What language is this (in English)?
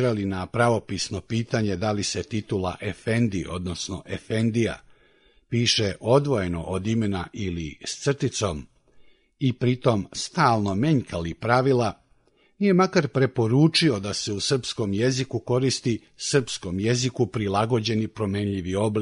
Serbian